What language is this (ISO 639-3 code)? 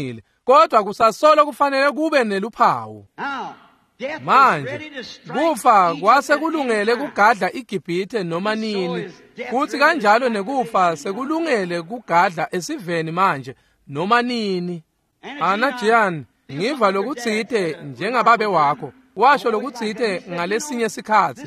ssw